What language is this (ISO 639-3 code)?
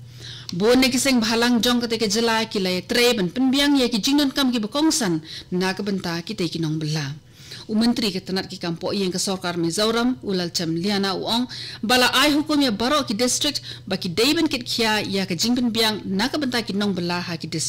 kha